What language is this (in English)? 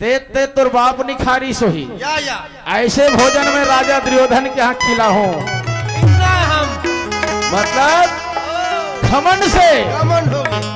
Chhattisgarhi